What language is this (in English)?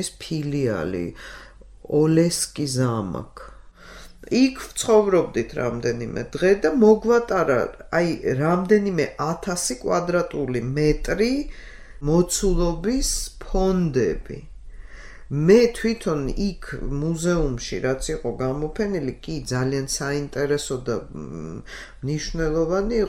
Georgian